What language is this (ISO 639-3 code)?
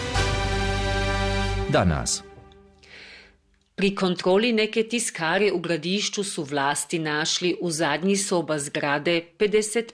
hrv